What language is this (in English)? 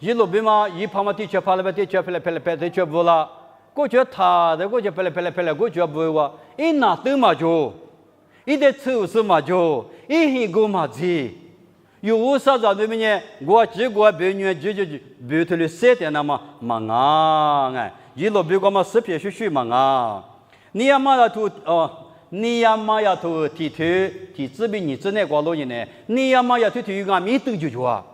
Lisu